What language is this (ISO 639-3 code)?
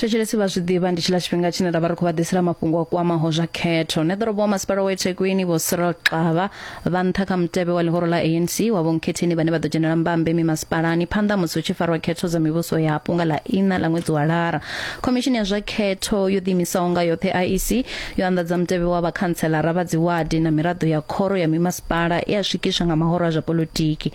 ven